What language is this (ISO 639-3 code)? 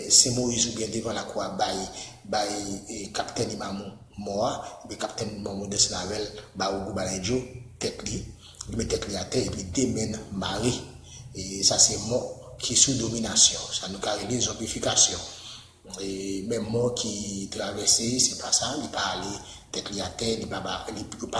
hat